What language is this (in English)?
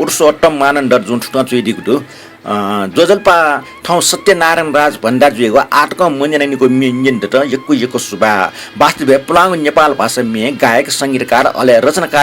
Newari